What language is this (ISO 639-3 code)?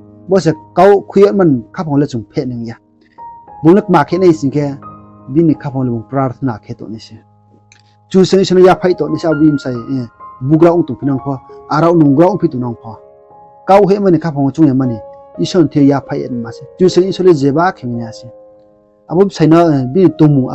ria